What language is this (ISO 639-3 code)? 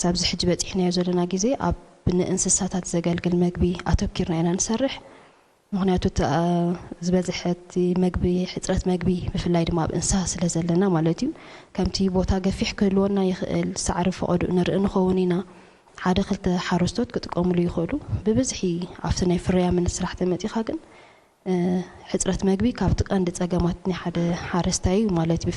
tir